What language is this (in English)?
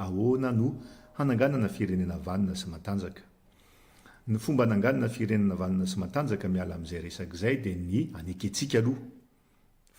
Malagasy